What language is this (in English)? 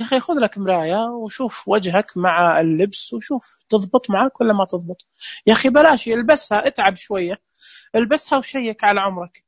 Najdi Arabic